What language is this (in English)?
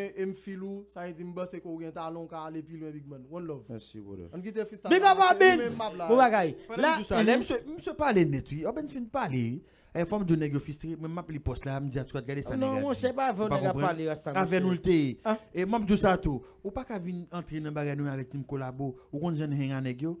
Haitian Creole